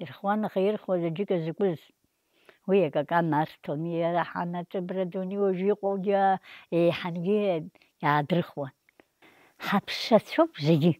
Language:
Abkhazian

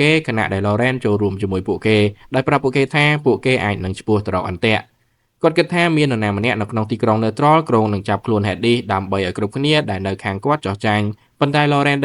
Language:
Khmer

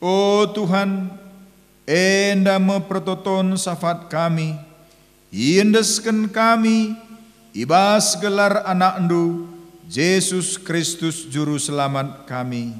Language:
Batak Karo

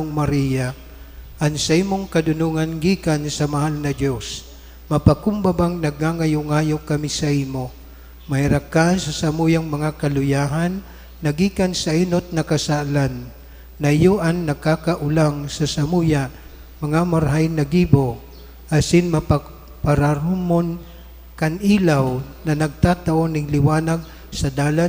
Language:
Bikol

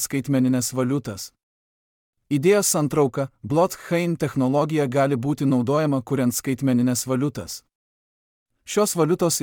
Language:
Lithuanian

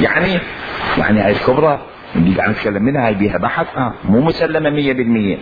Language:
Mesopotamian Arabic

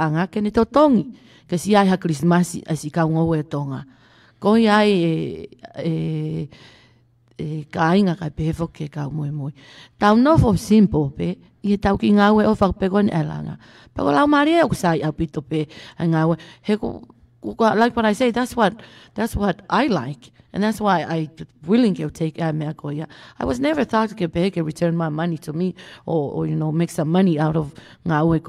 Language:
Tongan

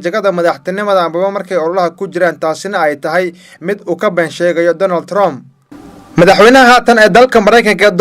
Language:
Somali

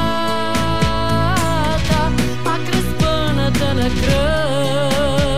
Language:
Bulgarian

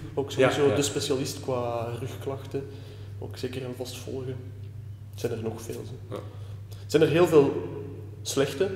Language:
Dutch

